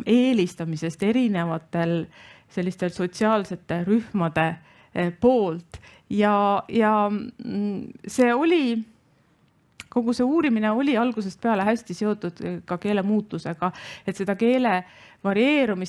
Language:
Estonian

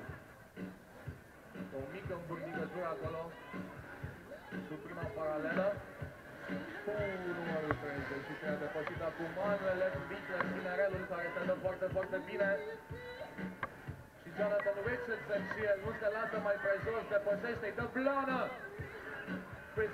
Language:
Romanian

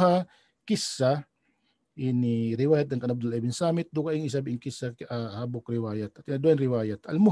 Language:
Tausug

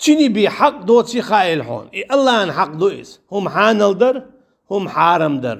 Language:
Chechen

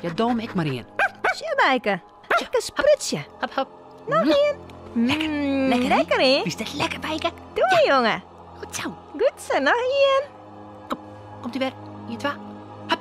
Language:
Western Frisian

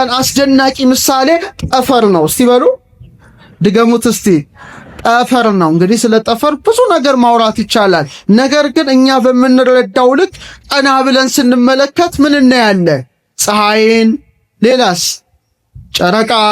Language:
Amharic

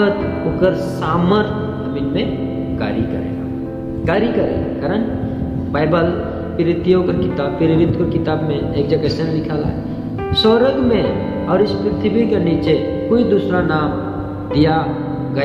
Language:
Sadri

